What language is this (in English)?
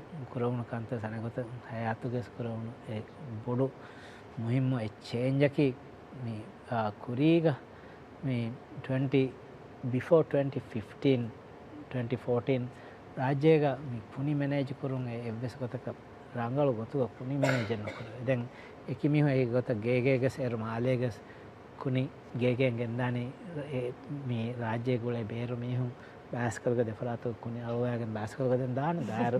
Divehi